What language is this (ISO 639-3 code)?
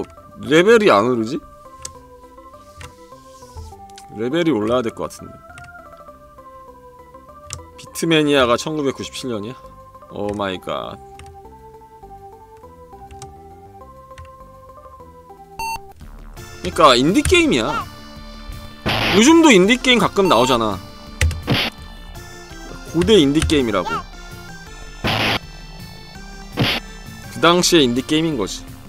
kor